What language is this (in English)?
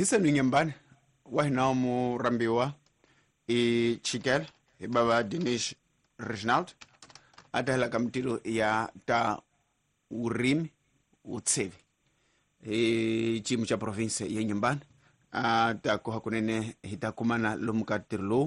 Tsonga